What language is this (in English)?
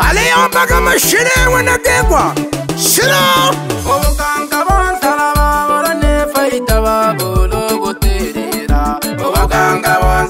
Swahili